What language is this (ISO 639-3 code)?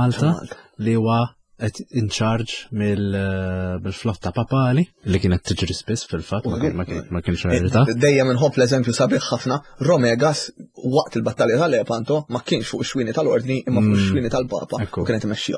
mlt